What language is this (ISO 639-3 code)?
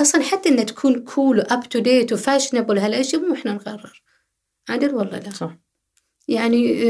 afb